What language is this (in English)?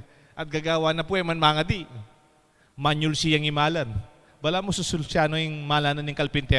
Pampanga